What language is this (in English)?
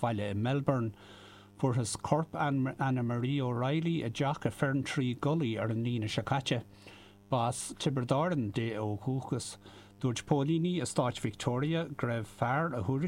Irish